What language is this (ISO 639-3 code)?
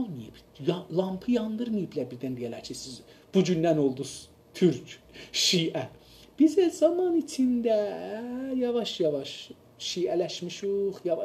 azb